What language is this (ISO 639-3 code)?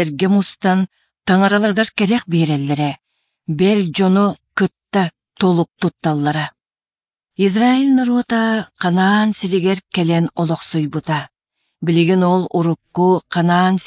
sah